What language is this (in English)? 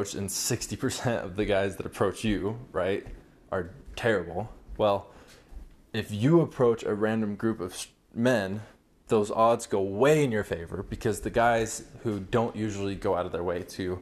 English